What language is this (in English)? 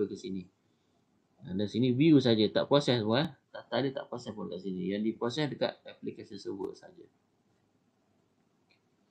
Malay